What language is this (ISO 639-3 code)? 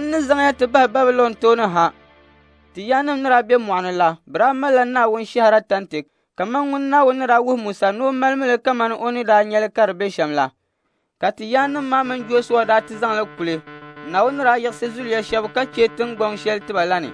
dag